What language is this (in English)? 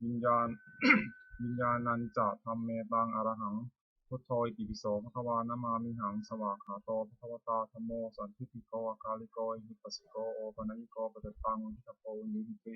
Pali